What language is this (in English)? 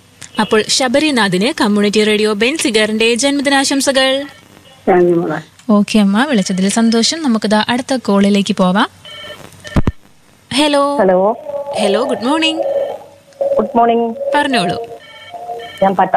Malayalam